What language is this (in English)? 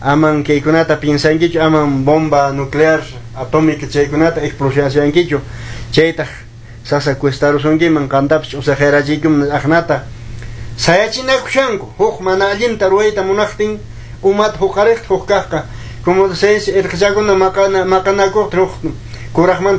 Quechua